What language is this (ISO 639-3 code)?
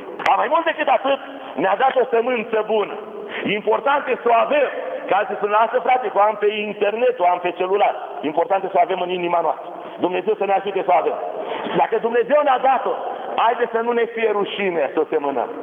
ron